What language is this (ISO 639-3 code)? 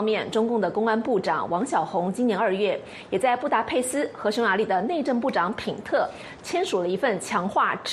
zho